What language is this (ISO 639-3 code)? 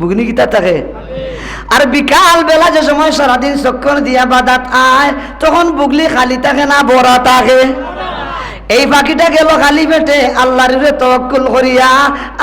syl